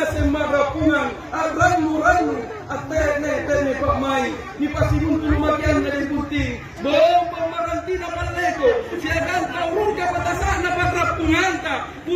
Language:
Makasar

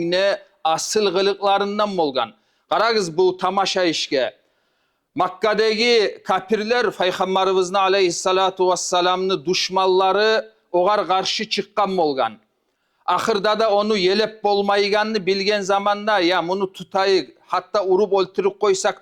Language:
Kumyk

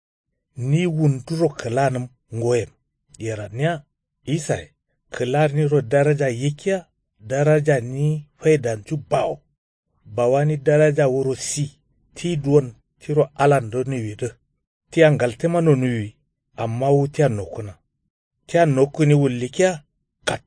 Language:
Kanuri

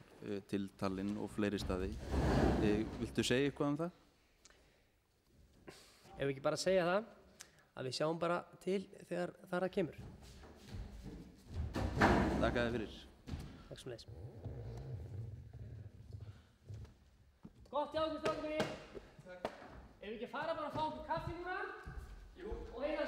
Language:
Icelandic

